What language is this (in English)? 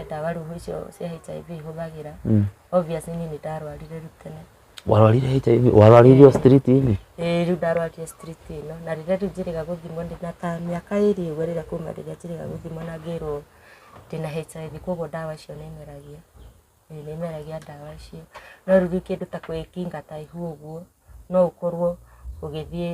Kikuyu